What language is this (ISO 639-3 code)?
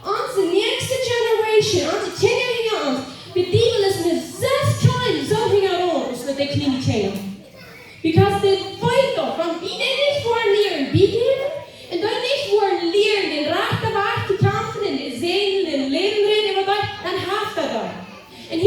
pdt